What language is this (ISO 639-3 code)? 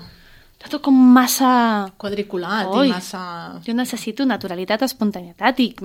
cat